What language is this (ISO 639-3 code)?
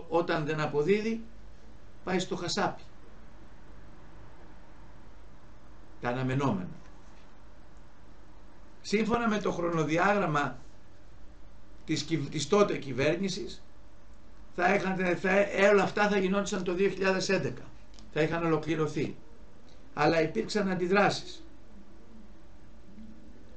ell